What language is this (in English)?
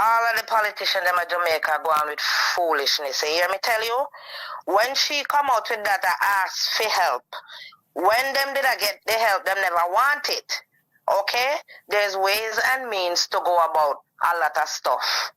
Jamaican Creole English